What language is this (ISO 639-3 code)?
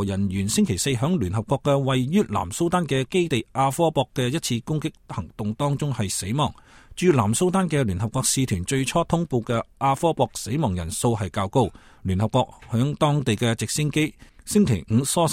yue